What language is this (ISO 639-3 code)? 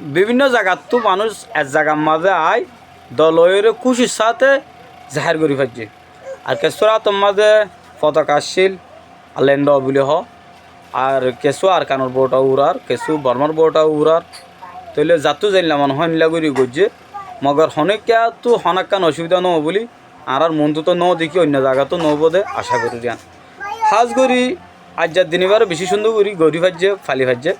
rhg